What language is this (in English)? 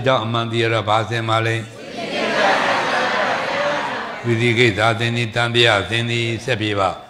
Burmese